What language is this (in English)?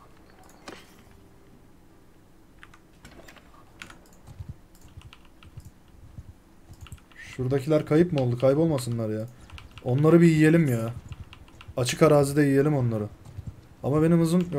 Turkish